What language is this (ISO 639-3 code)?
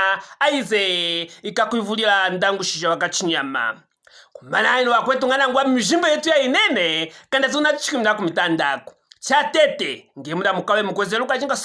lue